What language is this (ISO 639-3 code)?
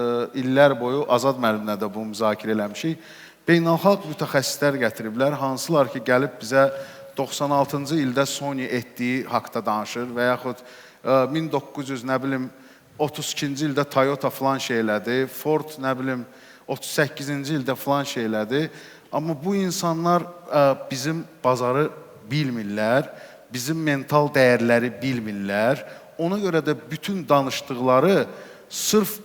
aze